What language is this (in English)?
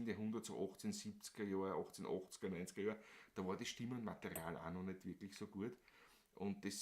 Bavarian